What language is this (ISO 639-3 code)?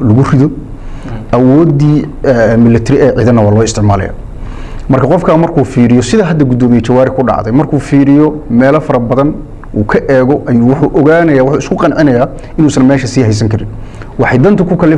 som